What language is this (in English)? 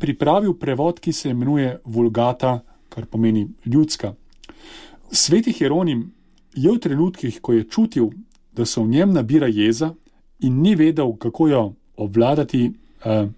Slovenian